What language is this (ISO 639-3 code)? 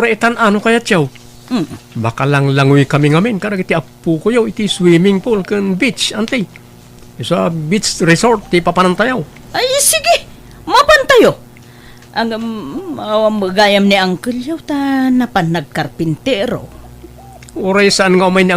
ilo